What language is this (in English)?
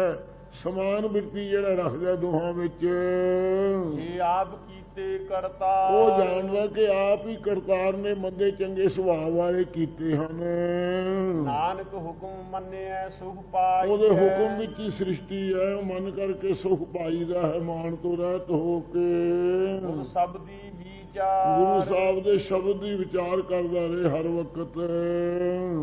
Punjabi